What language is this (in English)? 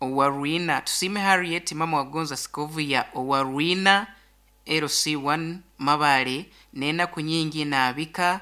Nyankole